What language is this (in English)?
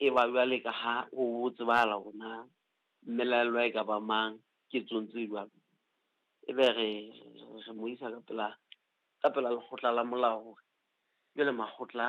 Southern Sotho